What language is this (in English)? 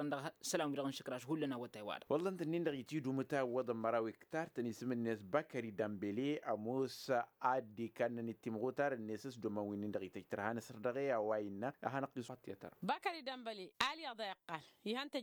Tamasheq